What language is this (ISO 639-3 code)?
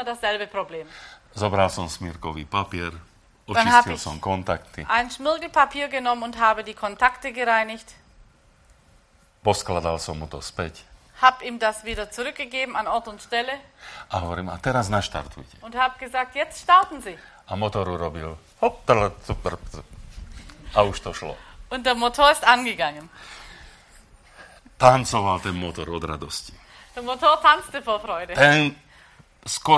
slk